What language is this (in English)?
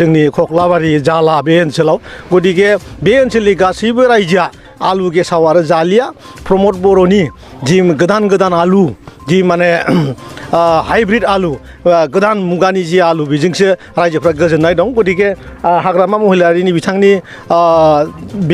Bodo